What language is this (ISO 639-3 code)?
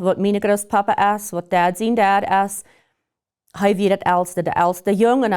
pdt